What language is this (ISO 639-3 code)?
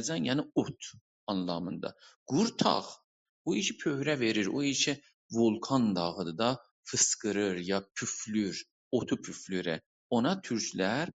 azb